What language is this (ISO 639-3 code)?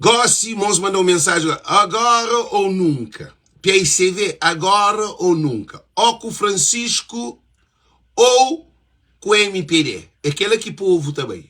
kea